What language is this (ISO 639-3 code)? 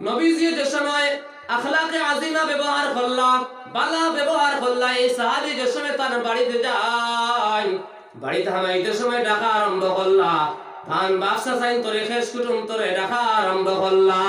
syl